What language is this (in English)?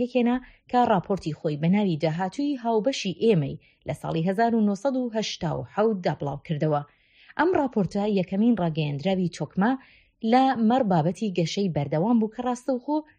Central Kurdish